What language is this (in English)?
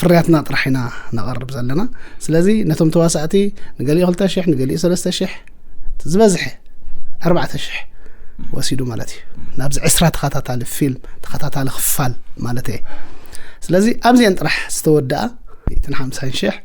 Tigrinya